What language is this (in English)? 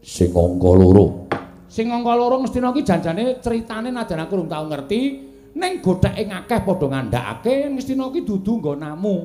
Javanese